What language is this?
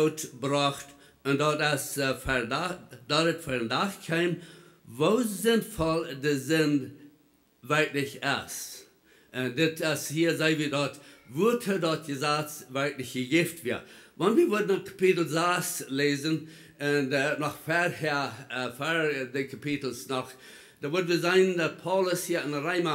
Plautdietsch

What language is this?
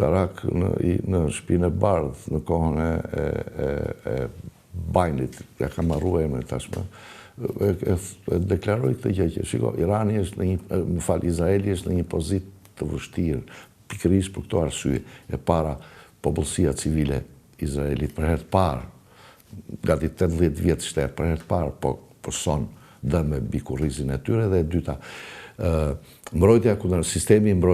Albanian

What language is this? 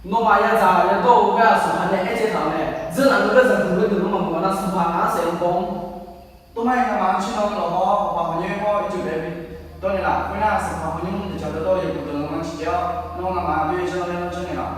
Akha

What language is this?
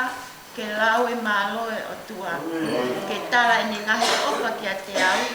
Tongan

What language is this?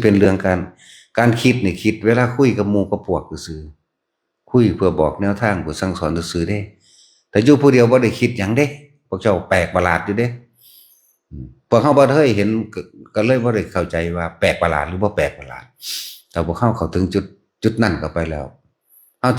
Northeastern Thai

